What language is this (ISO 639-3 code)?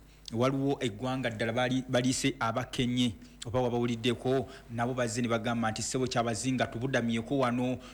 lug